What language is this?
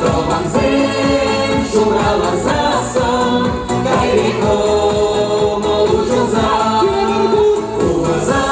Chuvash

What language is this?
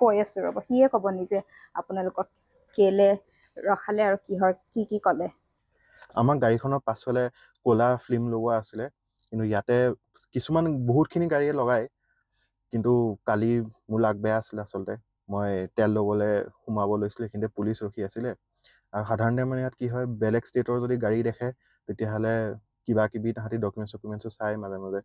Assamese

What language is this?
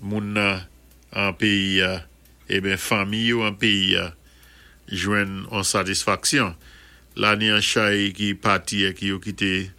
Saint Lucian Creole French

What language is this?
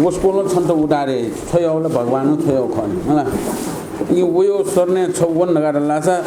Newari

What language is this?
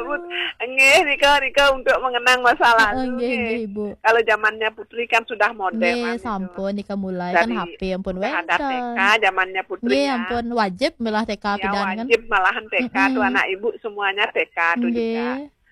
Balinese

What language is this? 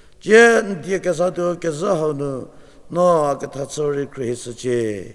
Angami Naga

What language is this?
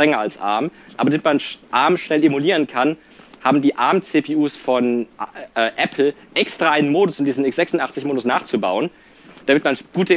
German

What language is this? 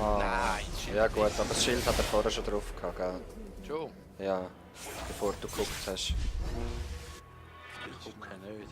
Swiss German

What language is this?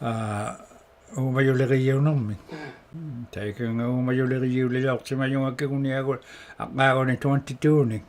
Inuktitut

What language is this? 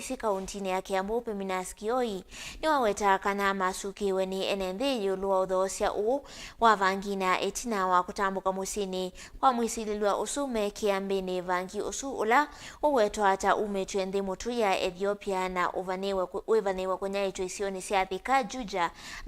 Kamba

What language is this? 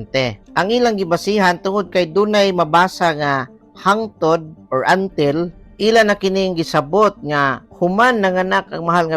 Cebuano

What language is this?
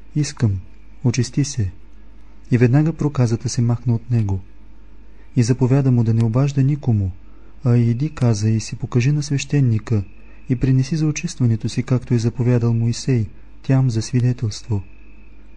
Bulgarian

